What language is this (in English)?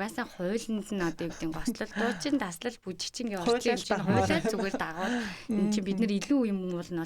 Mongolian